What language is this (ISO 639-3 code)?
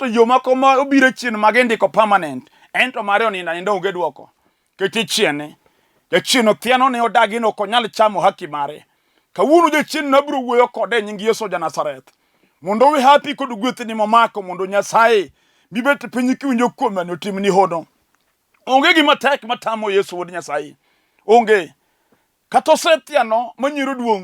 luo